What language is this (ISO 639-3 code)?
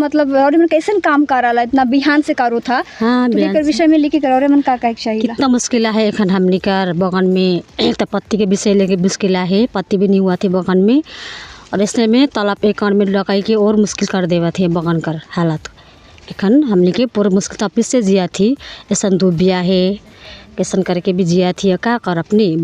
sck